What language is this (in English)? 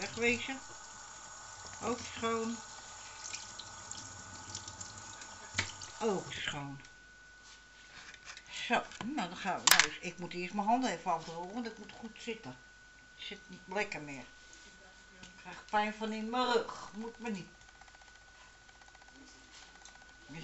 Dutch